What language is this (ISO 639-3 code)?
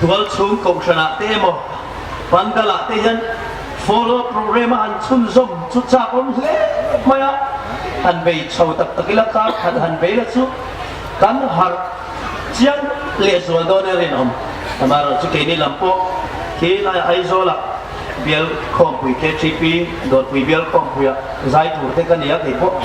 hmr